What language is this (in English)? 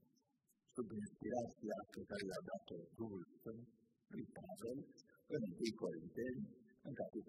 Romanian